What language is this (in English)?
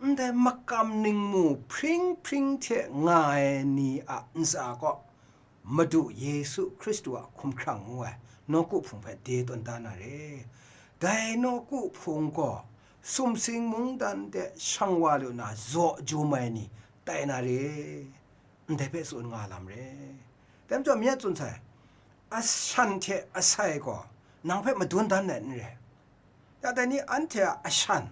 Kachin